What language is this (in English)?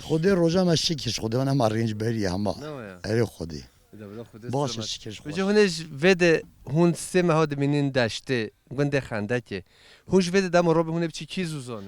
Kurdish